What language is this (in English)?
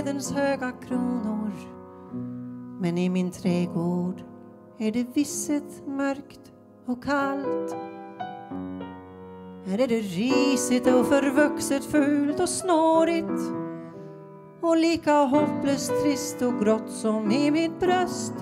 Swedish